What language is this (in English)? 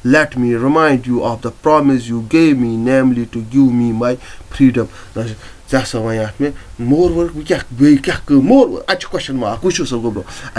Kashmiri